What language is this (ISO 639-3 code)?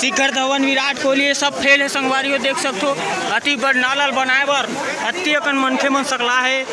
hne